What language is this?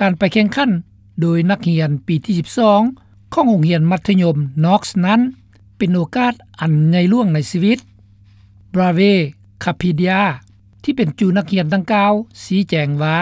Lao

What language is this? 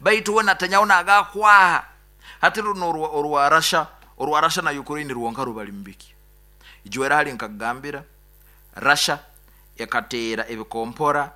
Nyoro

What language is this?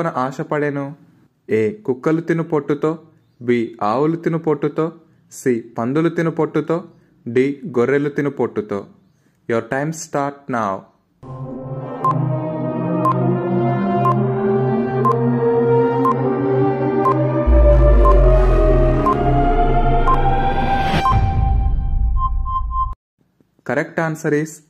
Telugu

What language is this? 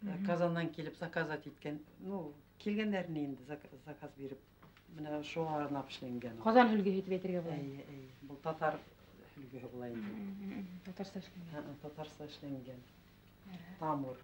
Bashkir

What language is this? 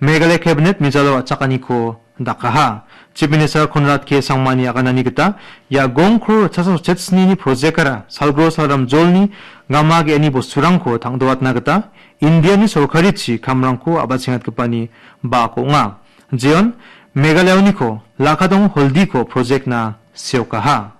Garo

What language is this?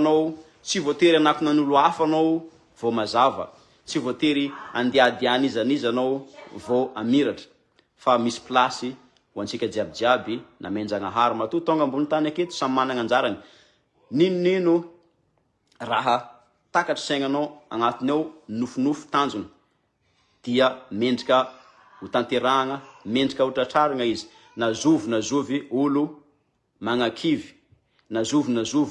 Malagasy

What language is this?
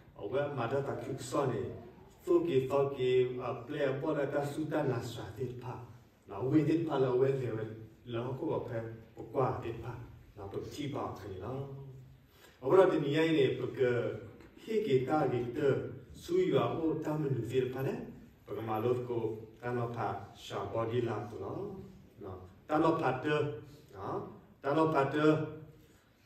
S'gaw Karen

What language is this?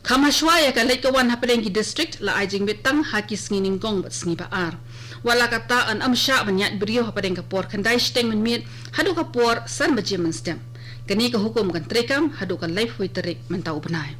Khasi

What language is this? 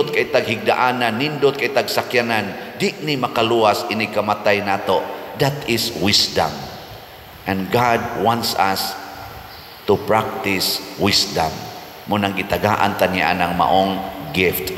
Cebuano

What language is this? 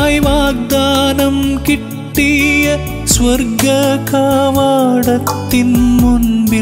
Malayalam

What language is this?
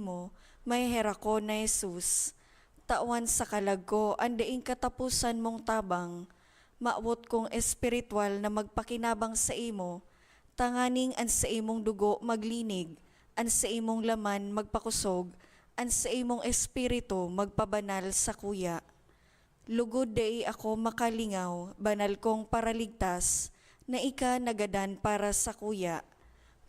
Bikol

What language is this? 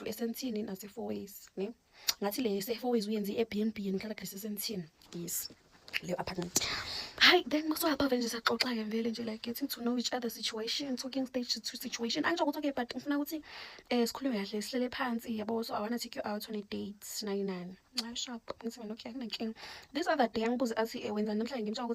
Zulu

